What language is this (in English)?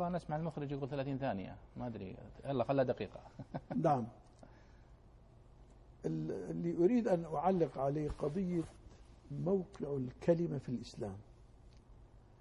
Arabic